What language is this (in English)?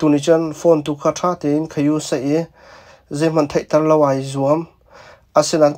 Hakha Chin